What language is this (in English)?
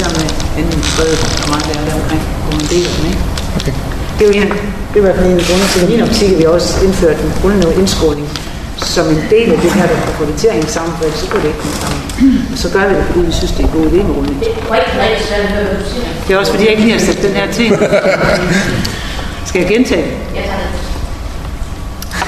Danish